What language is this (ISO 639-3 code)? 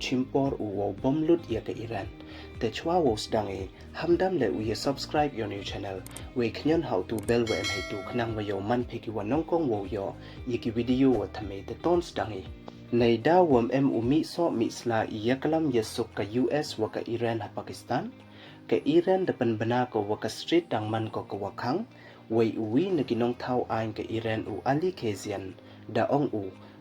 pbv